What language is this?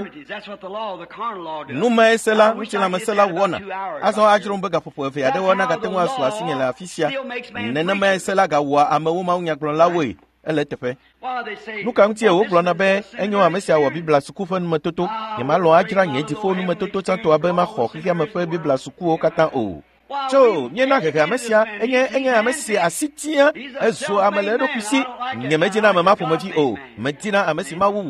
Ewe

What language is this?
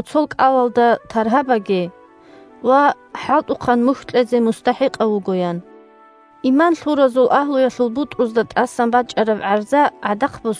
Avaric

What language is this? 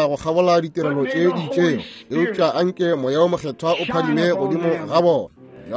Northern Sotho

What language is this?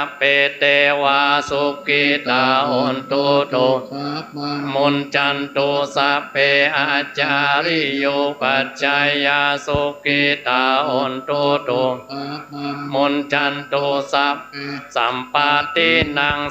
Pali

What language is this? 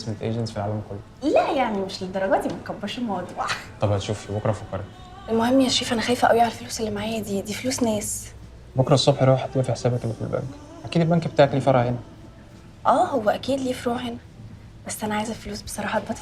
Egyptian Arabic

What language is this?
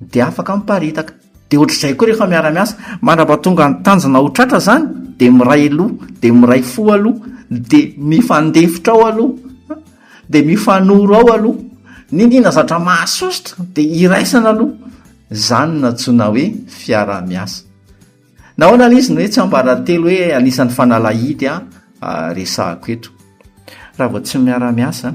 Malagasy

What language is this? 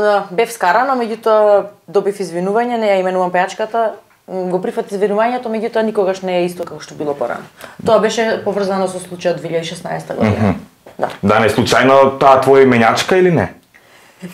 Macedonian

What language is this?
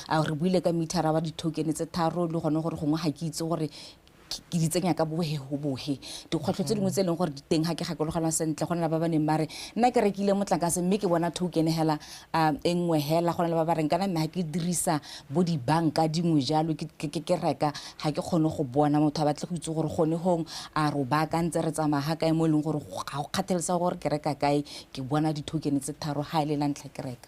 Tswana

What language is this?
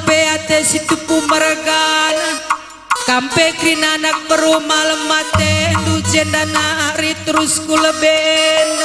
Batak Karo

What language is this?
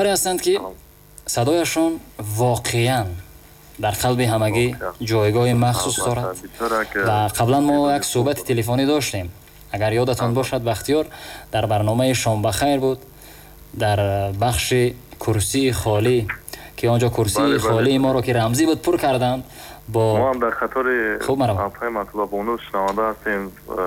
Tajik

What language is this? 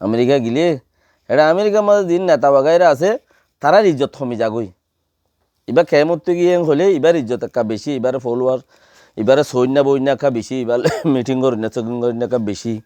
Rohingya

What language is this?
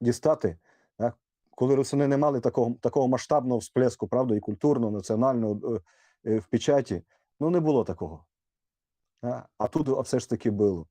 Rusyn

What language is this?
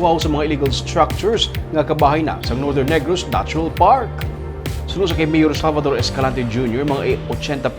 Hiligaynon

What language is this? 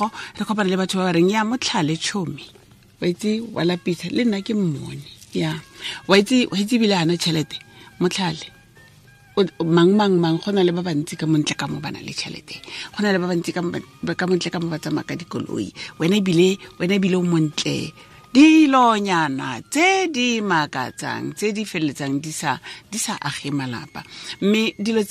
Tswana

